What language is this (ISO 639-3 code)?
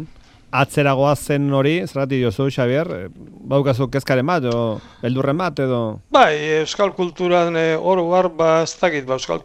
eus